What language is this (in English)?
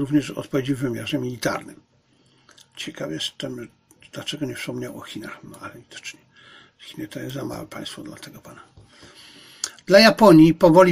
Polish